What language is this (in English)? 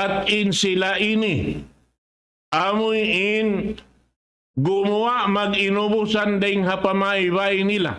Tausug